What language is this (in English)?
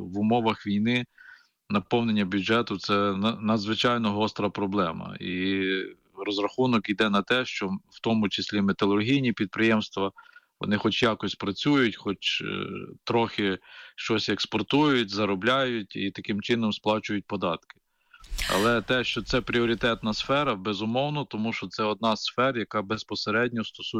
Ukrainian